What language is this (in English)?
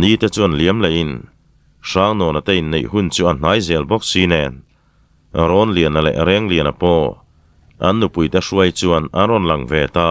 Mizo